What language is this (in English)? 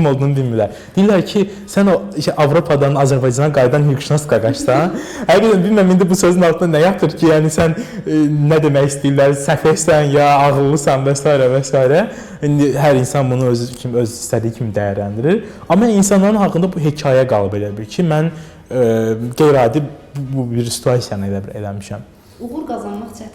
Azerbaijani